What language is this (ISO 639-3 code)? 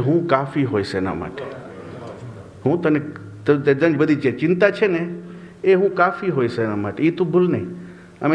guj